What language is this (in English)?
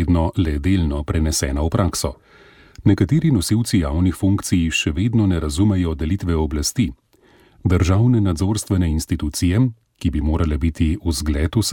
Slovenian